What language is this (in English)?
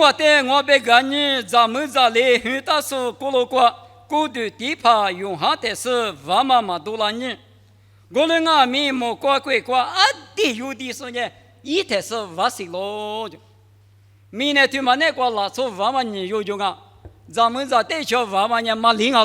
Lisu